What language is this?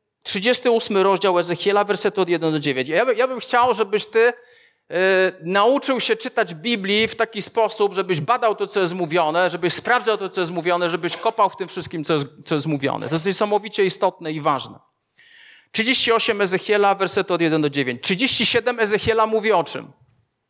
Polish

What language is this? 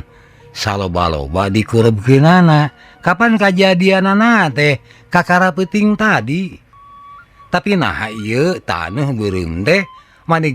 Sundanese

